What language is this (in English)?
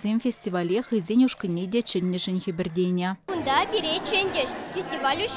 Chuvash